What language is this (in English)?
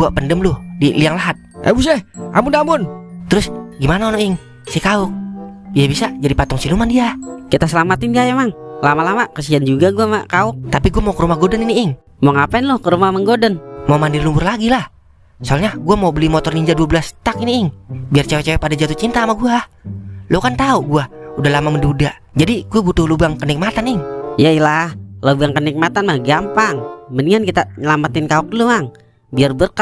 Betawi